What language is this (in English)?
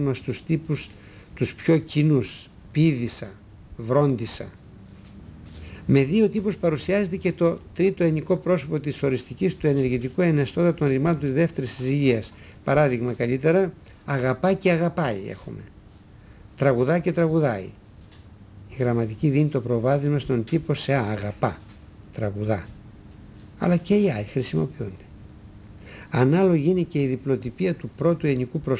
Greek